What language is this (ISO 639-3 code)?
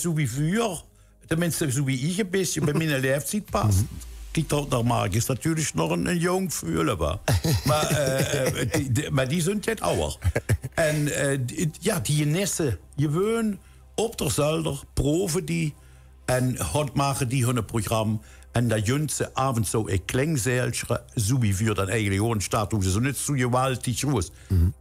lim